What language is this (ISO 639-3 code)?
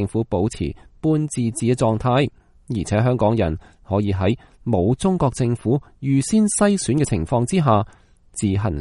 yue